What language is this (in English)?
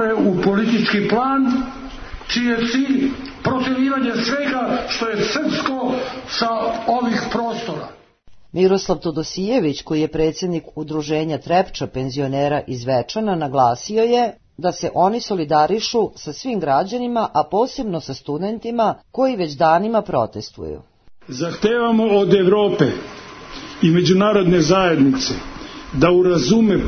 Serbian